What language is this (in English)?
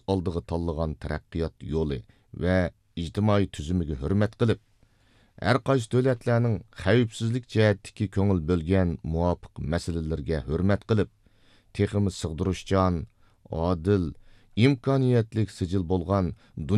Uyghur